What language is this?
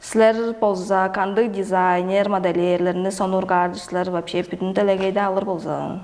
Tuvinian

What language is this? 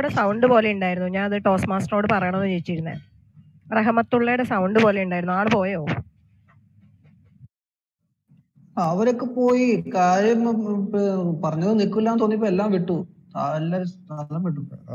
Malayalam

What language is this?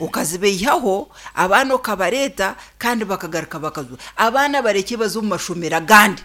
Nyankole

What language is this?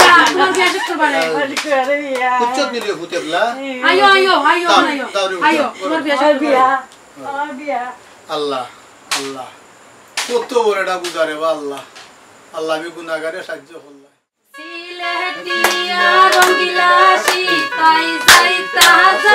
Sylheti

